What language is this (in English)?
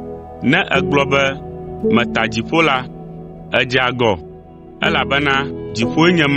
Ewe